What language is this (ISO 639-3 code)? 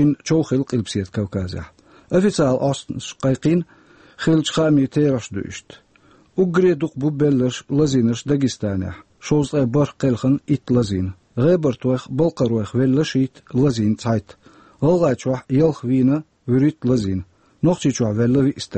che